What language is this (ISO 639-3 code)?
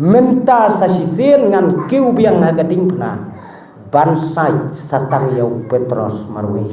kha